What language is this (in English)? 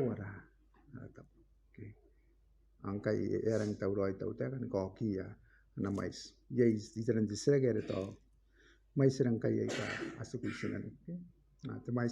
Gilbertese